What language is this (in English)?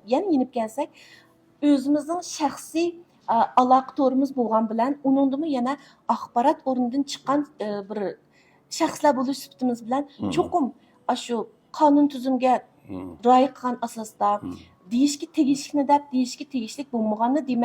Uyghur